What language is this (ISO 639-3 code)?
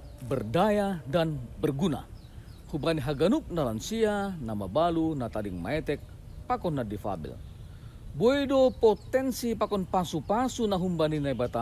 bts